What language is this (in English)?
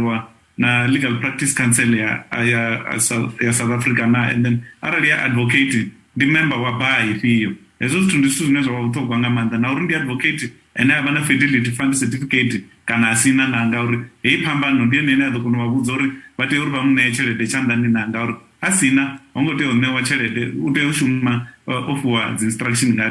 Venda